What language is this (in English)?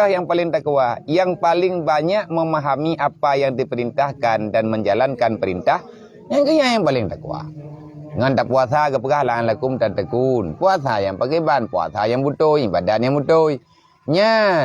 Achinese